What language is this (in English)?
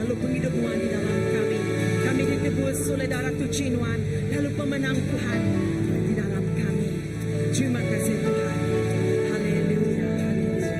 Iban